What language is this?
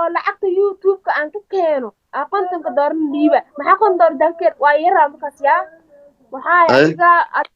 Somali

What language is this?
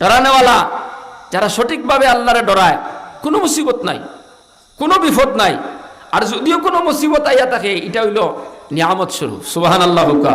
Sylheti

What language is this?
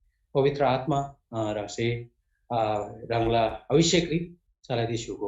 Eastern Tamang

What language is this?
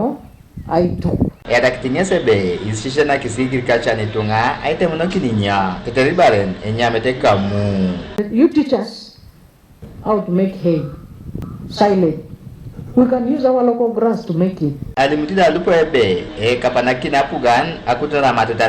Teso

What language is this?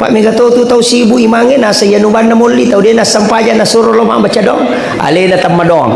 Buginese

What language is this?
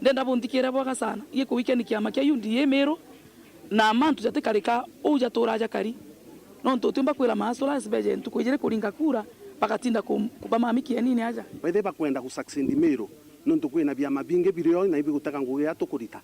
Meru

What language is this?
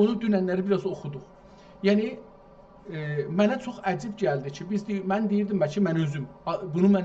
South Azerbaijani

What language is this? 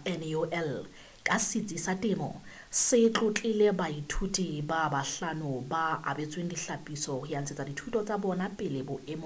Southern Sotho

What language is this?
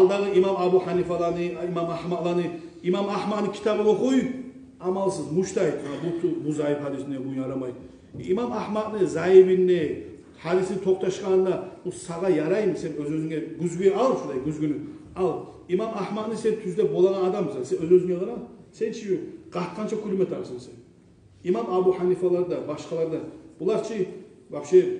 Kumyk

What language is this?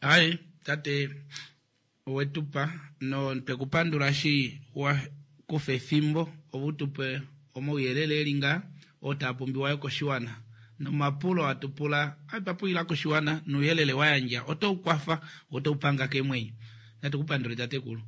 Kuanyama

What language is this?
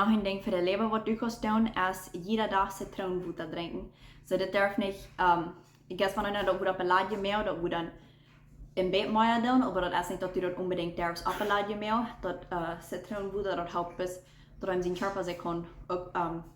Plautdietsch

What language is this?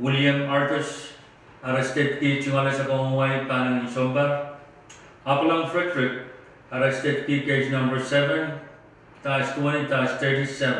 Pohnpeian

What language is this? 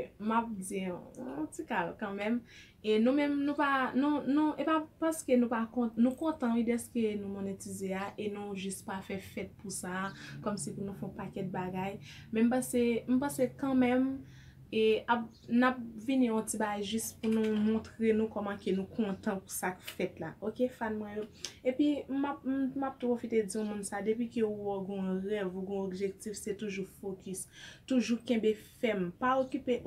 Haitian Creole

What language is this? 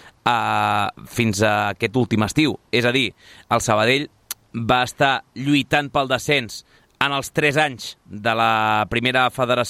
Catalan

